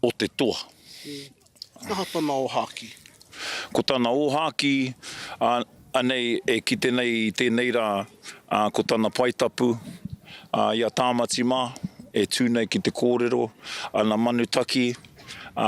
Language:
Māori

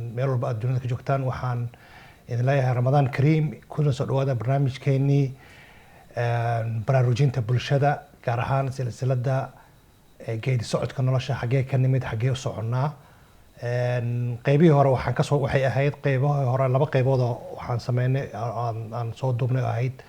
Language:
Somali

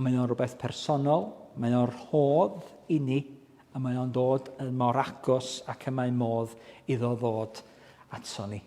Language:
Welsh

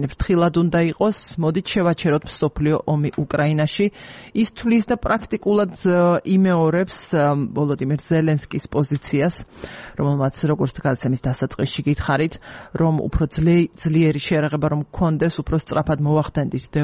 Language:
Georgian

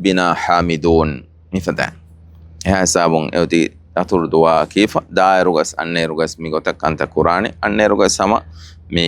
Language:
Divehi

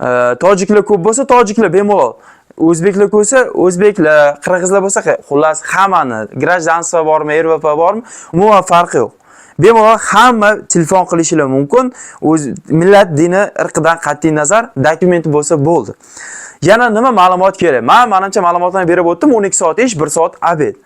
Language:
Uzbek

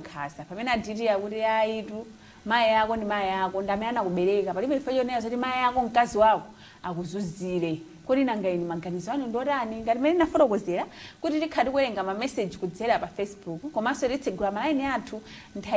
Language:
Nyanja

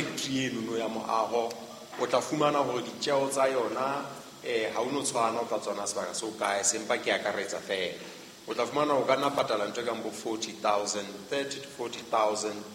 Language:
Southern Sotho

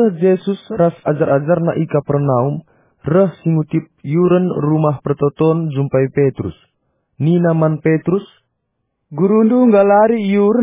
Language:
Batak Karo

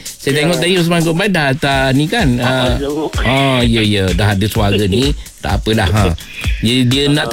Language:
Malay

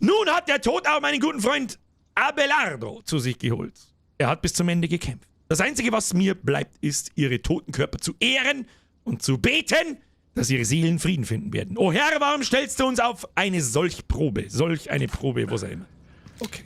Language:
Bavarian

